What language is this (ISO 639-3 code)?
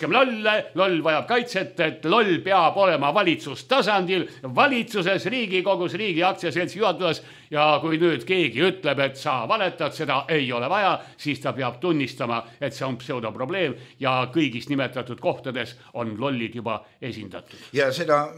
est